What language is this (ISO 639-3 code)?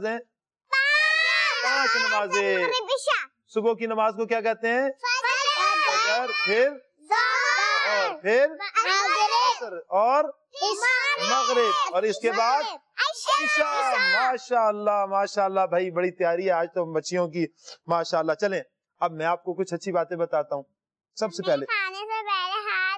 urd